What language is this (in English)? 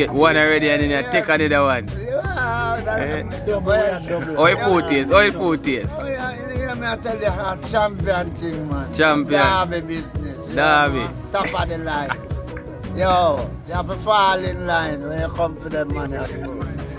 Jamaican Creole English